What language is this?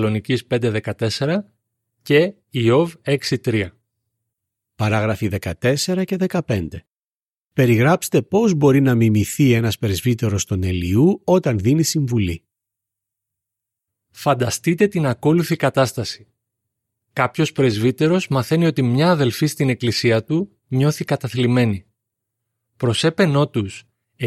Greek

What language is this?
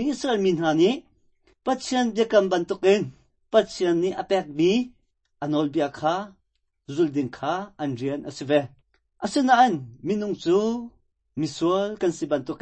Hakha Chin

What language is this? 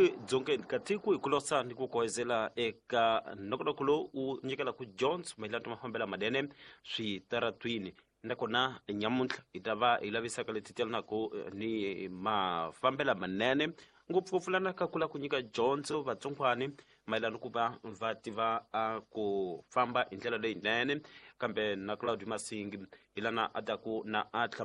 Tsonga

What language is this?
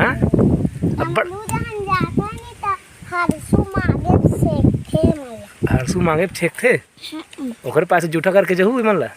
Chhattisgarhi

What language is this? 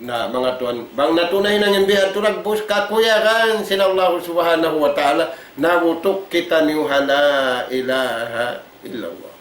Tausug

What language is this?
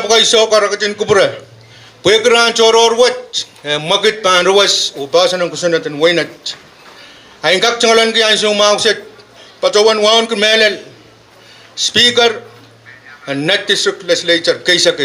Pohnpeian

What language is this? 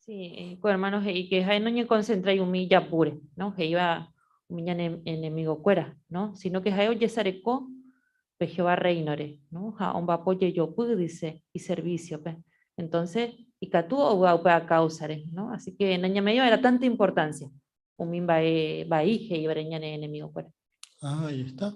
Guarani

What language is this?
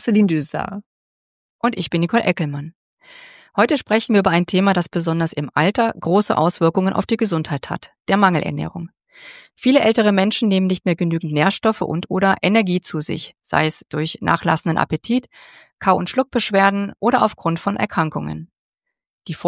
German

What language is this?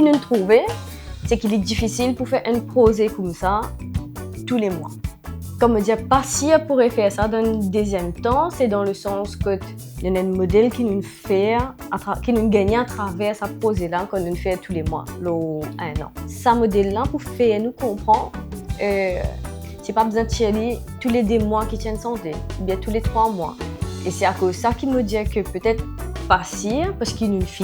Morisyen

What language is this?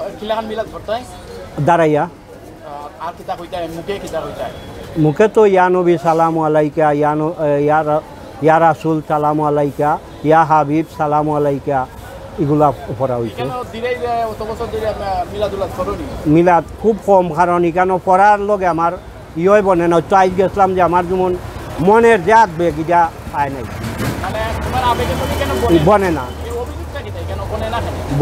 Sylheti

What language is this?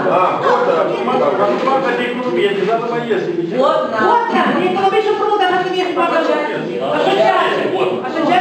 Romanian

